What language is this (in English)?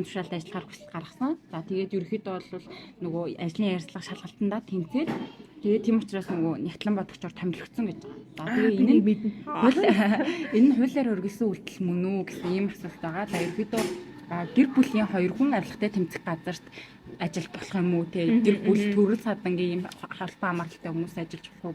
Mongolian